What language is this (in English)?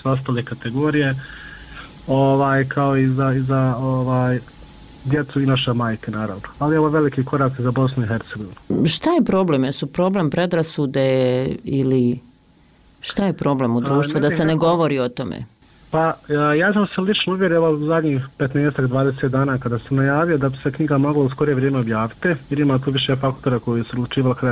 Bosnian